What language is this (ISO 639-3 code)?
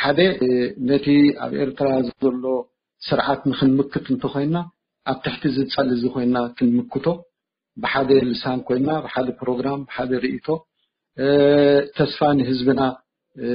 tir